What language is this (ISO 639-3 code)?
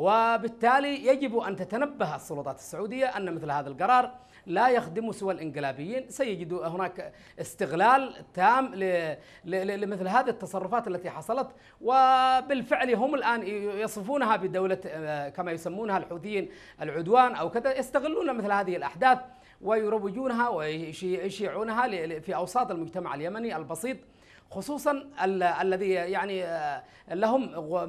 ara